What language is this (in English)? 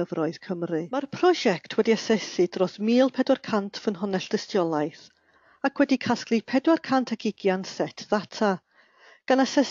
Welsh